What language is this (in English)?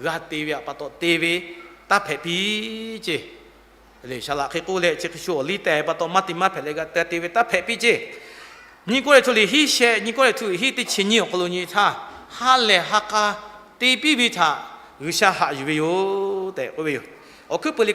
Lahu